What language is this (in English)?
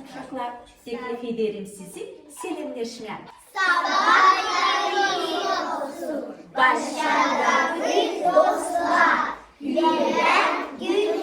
Gagauz